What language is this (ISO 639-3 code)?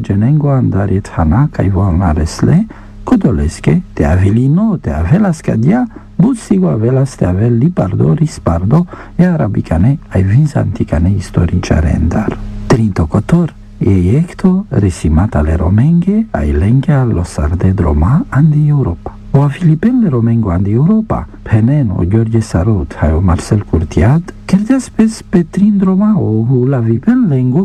ron